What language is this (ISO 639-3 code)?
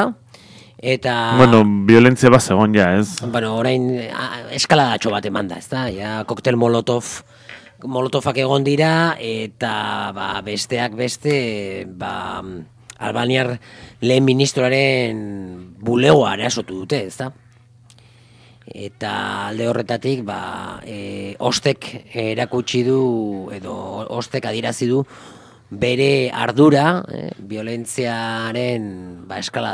eus